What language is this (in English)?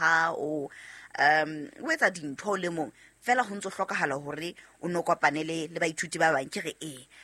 Southern Sotho